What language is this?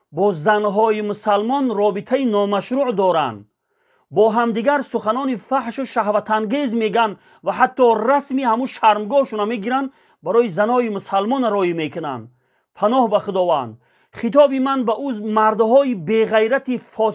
Tajik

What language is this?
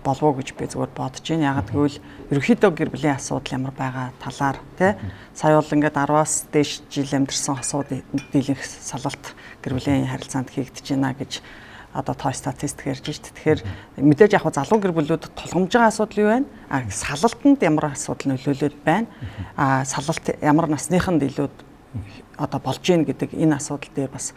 Mongolian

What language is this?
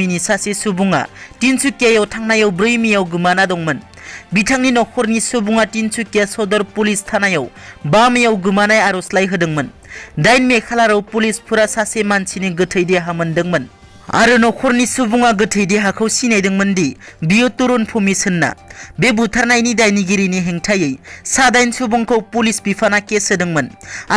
Bodo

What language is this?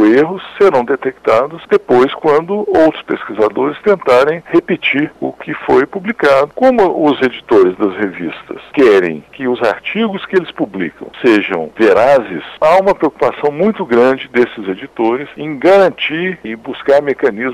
Portuguese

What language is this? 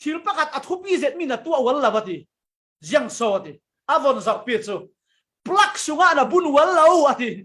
Falam Chin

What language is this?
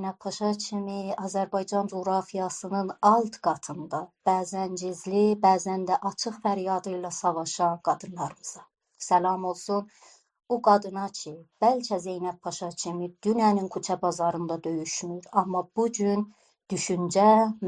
South Azerbaijani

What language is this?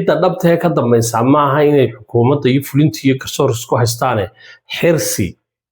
Somali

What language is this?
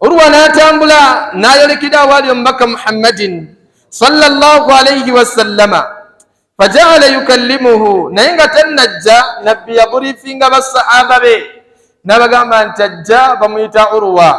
Ganda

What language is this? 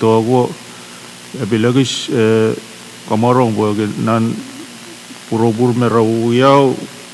Pohnpeian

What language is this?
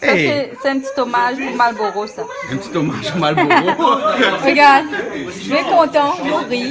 Réunion Creole French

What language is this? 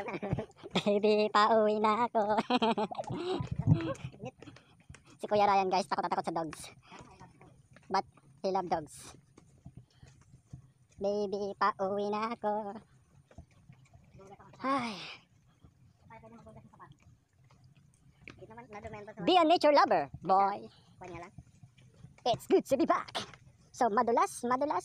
Filipino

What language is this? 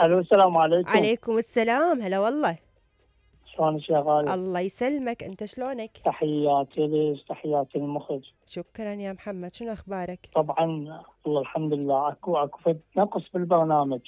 Mesopotamian Arabic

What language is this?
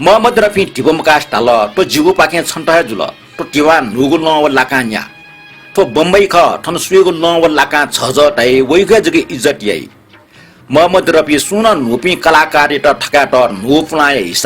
Newari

